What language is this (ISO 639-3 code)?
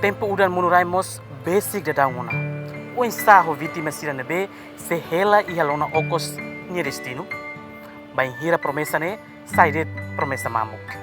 tet